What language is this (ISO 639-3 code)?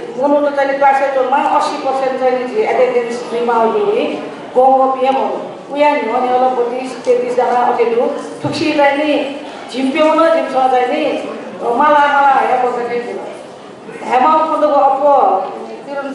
new